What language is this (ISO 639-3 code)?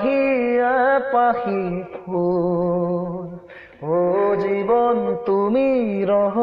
asm